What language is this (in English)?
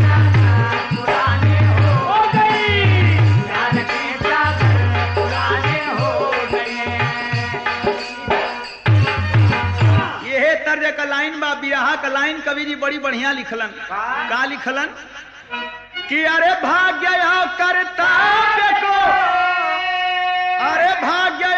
Bhojpuri